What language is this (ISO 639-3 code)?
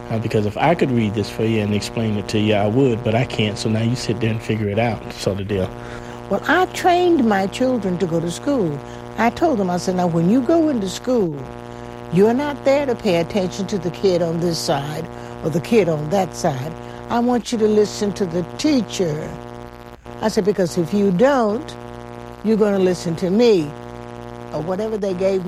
eng